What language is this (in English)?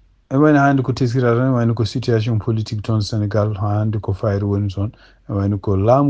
Fula